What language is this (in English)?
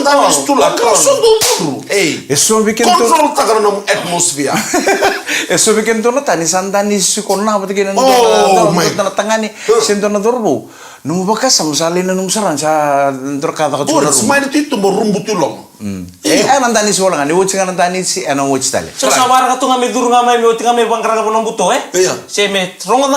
Fijian